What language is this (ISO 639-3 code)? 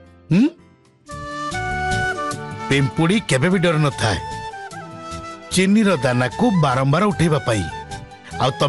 ori